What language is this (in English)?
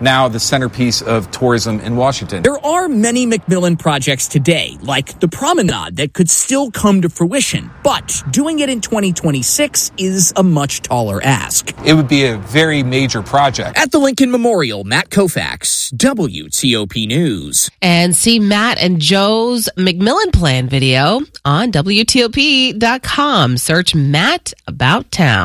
English